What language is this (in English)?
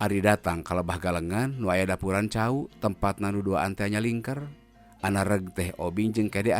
Sundanese